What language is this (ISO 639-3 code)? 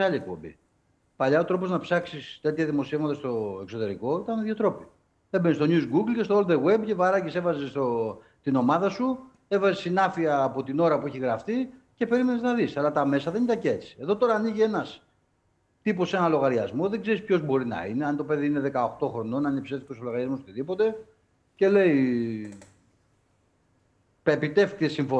ell